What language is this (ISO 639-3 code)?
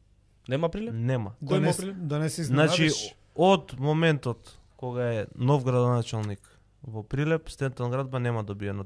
mkd